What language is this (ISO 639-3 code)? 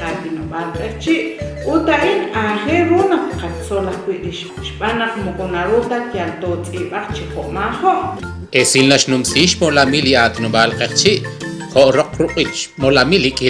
kek